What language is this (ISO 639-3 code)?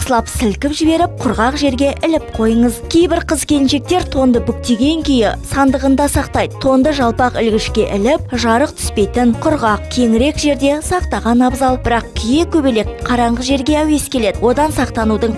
kaz